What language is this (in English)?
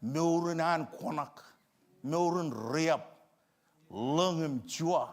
Marshallese